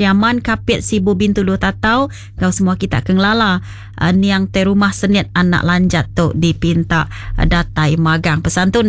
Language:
Iban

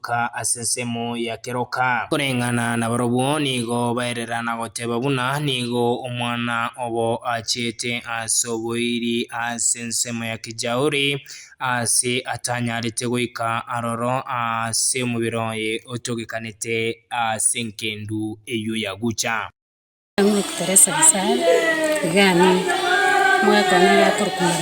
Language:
Gusii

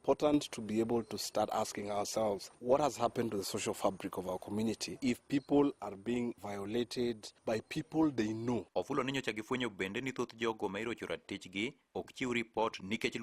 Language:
Luo (Kenya and Tanzania)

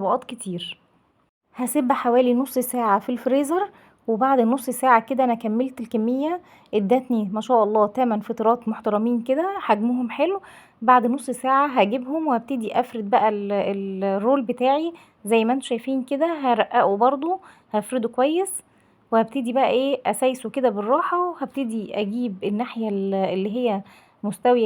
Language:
Egyptian Arabic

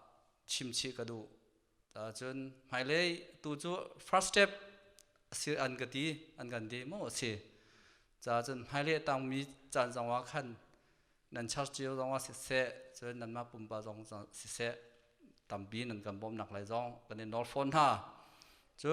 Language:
Hakha Chin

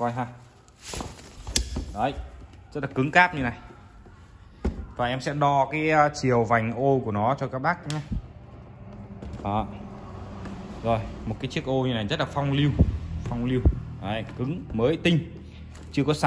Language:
Vietnamese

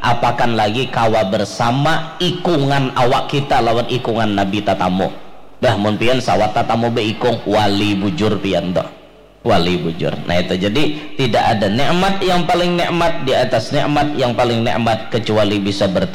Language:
Banjar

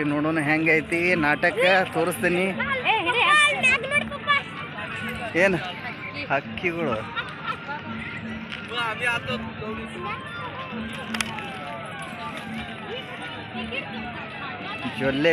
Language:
Kannada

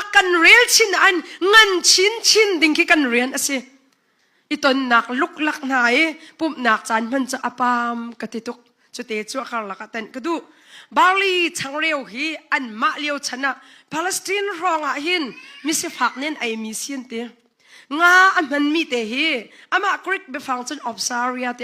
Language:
Hakha Chin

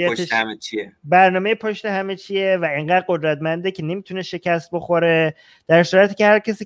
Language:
Persian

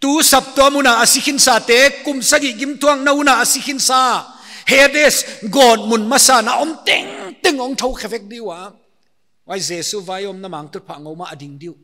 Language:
Paite Chin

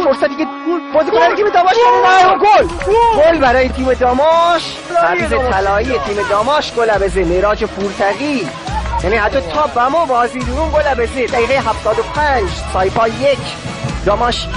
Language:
Gilaki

